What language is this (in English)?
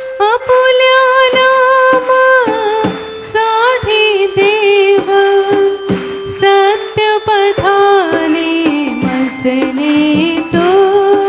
Marathi